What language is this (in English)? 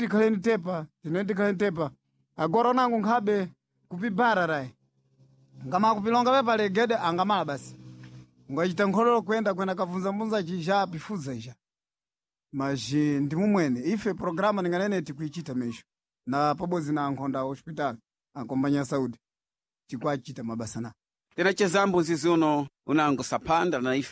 Sena